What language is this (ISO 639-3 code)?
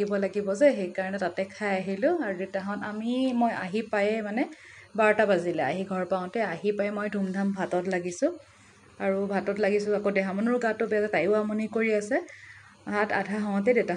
asm